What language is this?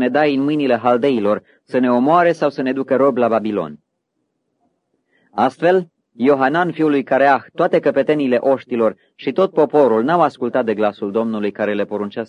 Romanian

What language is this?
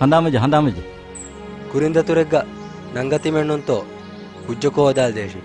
Divehi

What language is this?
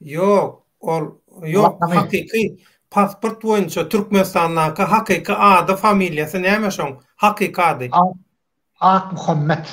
Turkmen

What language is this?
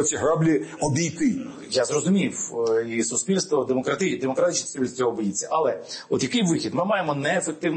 Ukrainian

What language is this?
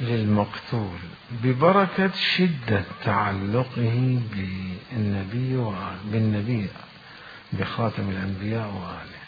Mesopotamian Arabic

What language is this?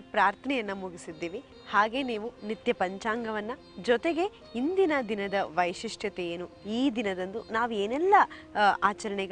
Kannada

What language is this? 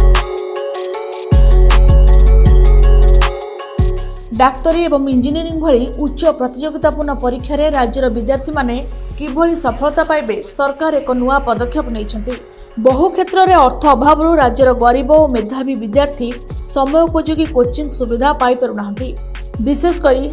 Odia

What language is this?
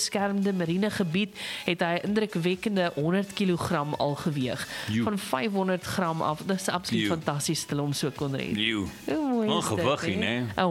Afrikaans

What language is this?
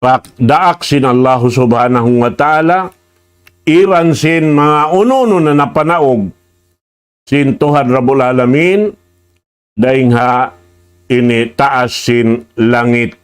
Tausug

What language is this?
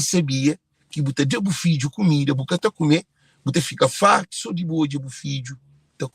Kabuverdianu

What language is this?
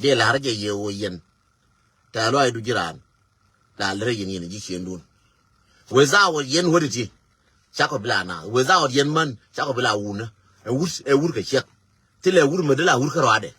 Nuer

